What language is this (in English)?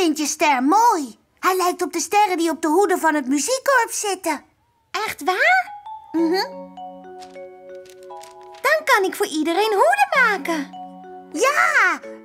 Dutch